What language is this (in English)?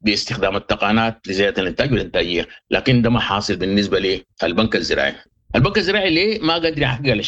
Sudanese Arabic